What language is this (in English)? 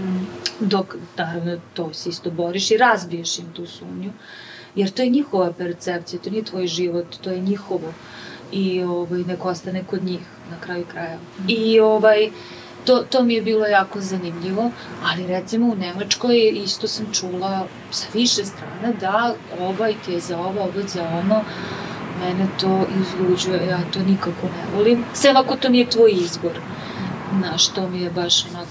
Serbian